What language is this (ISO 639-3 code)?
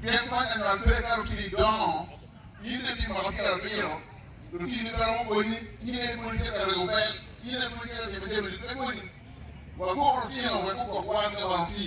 ach